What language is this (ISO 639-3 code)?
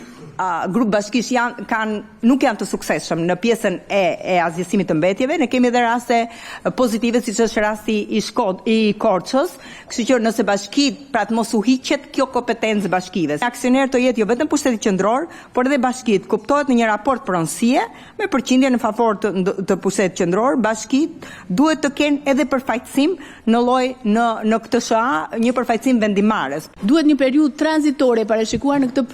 sqi